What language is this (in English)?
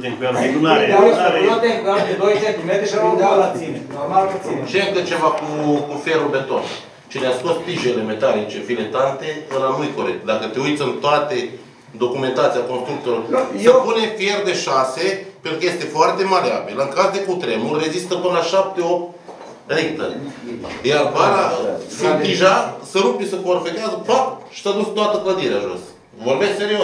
Romanian